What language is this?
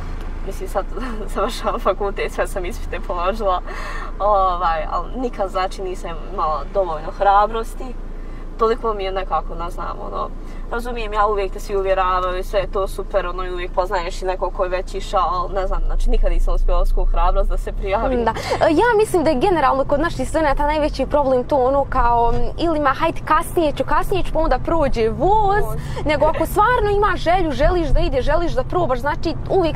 Bosnian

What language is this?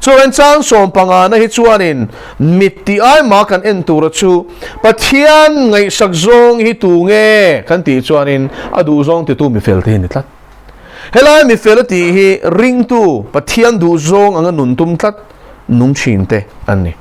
Mizo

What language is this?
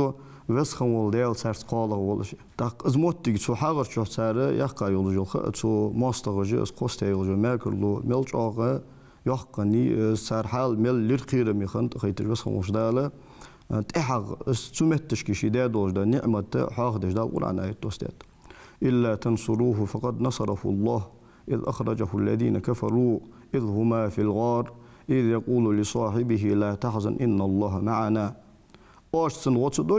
Ingush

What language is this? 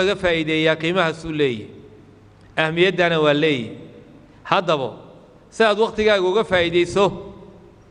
Somali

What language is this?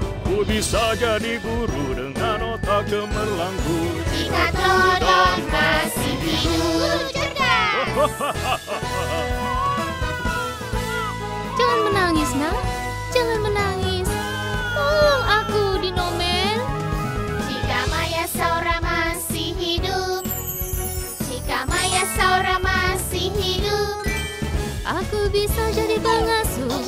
Indonesian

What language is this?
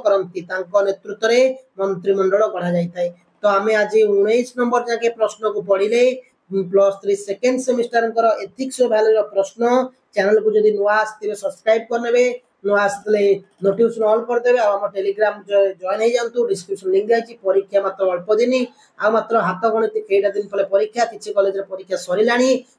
Odia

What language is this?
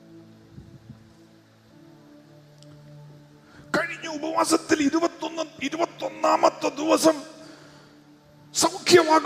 Malayalam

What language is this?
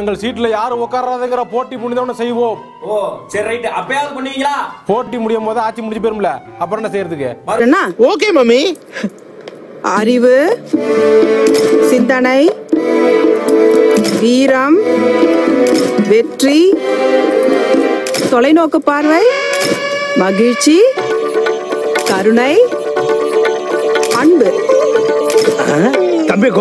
Tamil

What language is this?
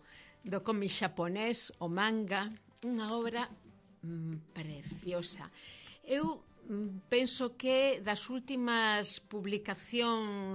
Galician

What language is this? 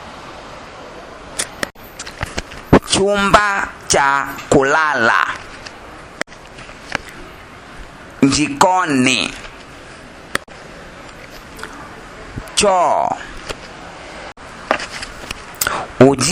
Swahili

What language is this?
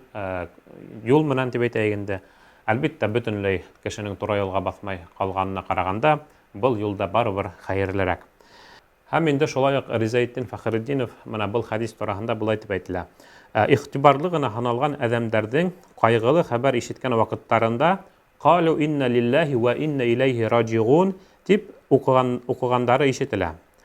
Bashkir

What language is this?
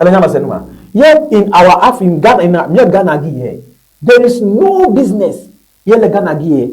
Ewe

